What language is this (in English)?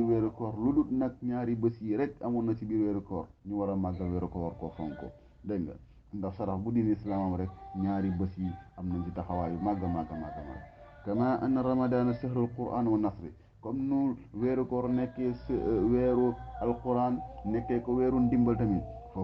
Wolof